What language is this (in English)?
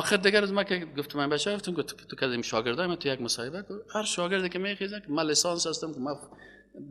Persian